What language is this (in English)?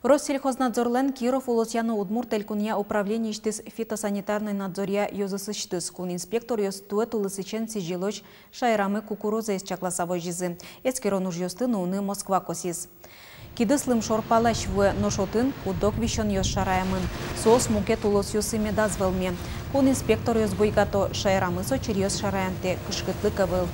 Udmurt